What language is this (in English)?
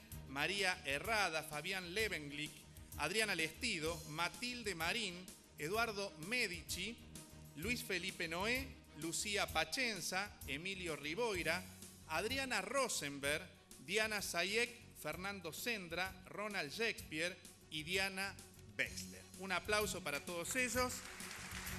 Spanish